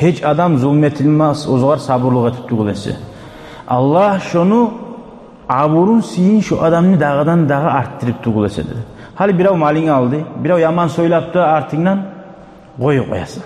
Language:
Kumyk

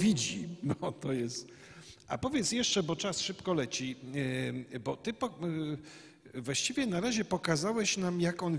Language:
Polish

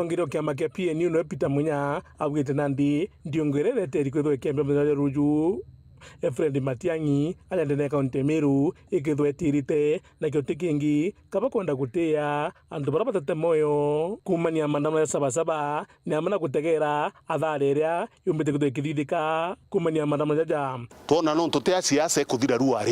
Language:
Meru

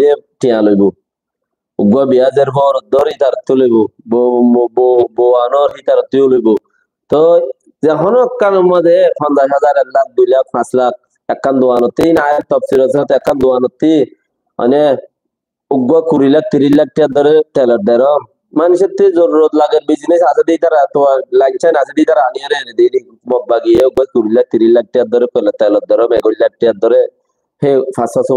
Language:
Rohingya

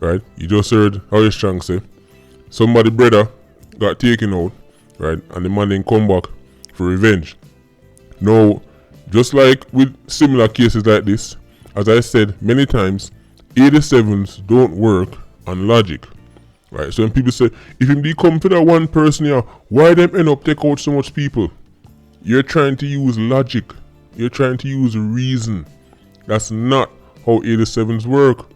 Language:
Jamaican Creole English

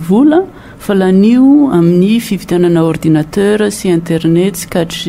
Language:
Malagasy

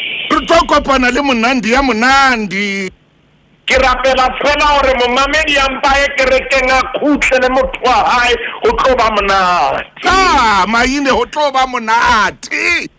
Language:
Southern Sotho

